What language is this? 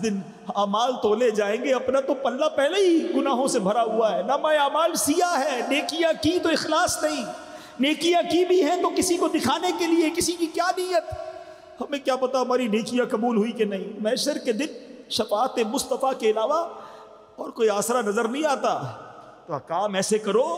Urdu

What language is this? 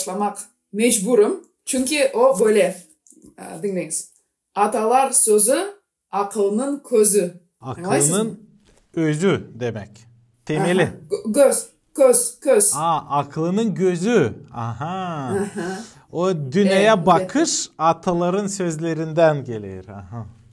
Gagauz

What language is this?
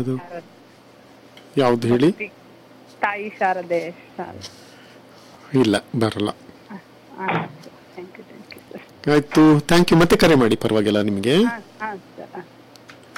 Kannada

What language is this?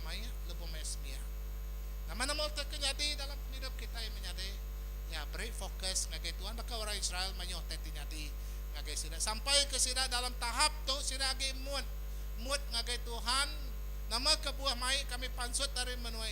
Iban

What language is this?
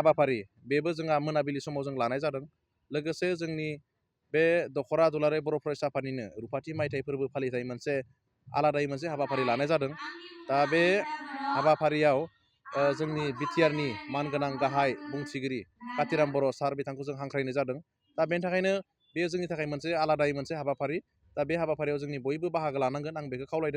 Bodo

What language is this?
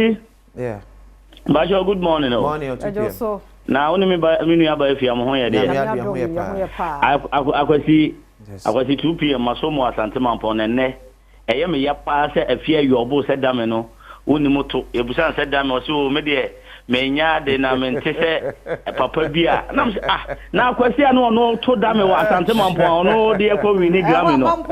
Akan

